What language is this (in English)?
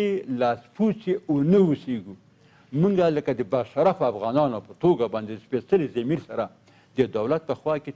Pashto